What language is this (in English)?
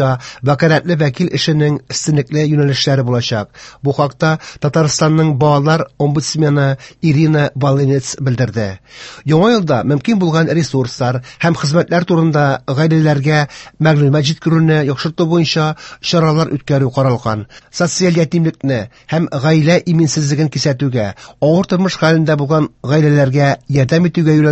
Tatar